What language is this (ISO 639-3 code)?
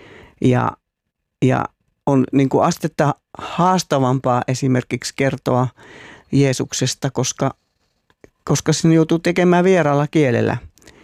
fin